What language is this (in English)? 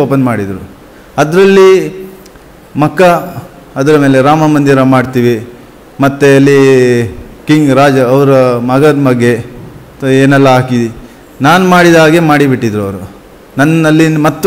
Kannada